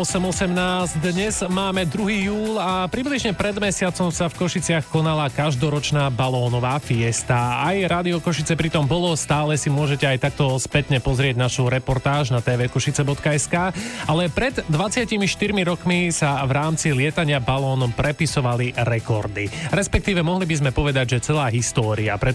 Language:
Slovak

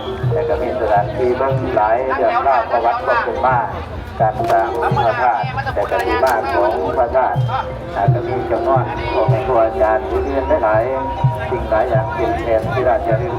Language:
Lao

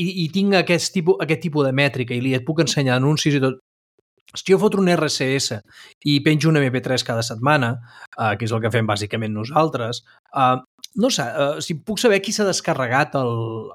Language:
Catalan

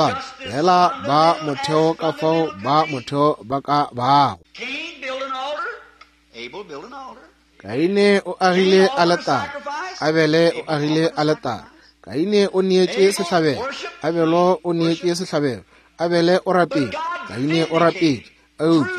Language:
Northern Sotho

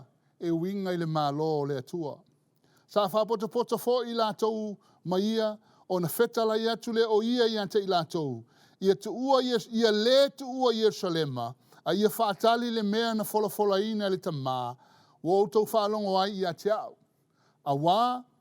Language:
Samoan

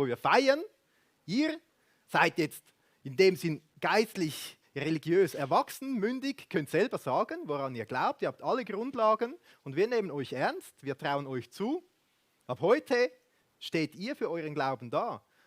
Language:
Swiss German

